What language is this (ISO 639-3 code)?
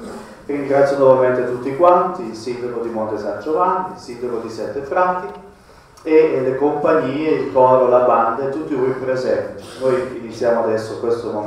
ita